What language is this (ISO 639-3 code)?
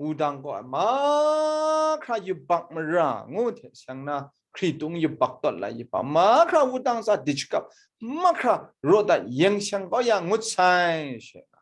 kac